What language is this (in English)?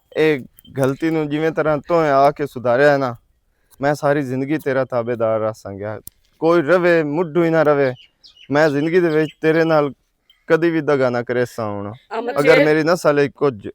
Western Panjabi